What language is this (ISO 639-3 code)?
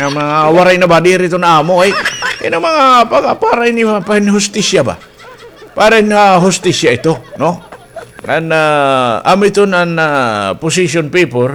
war